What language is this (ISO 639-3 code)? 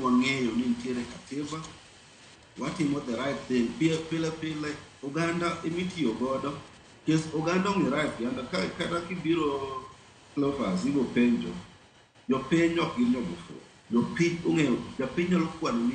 luo